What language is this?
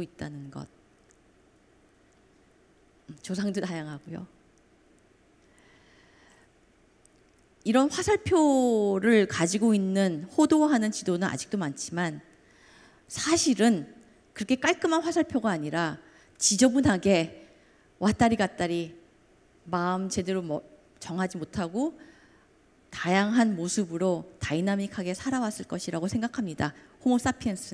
Korean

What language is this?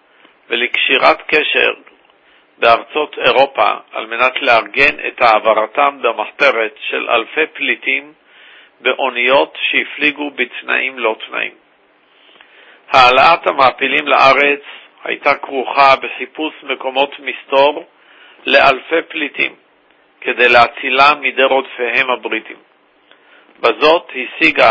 Hebrew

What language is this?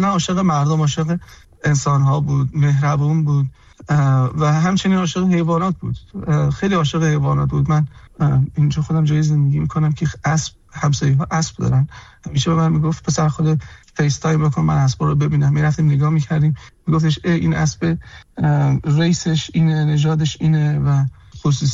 Persian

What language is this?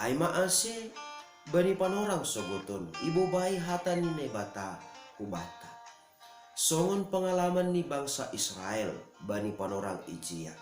Batak Simalungun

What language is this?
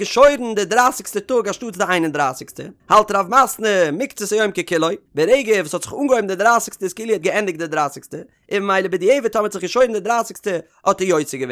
Yiddish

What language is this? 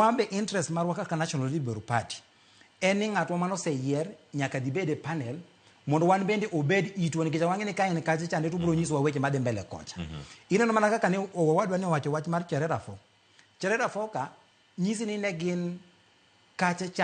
Luo (Kenya and Tanzania)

